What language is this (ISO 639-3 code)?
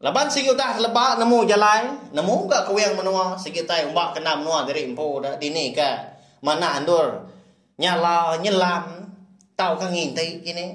iba